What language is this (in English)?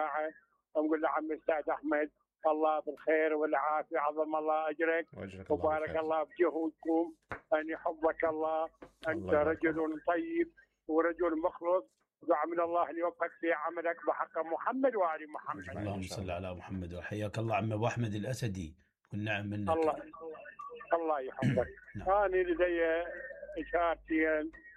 Mesopotamian Arabic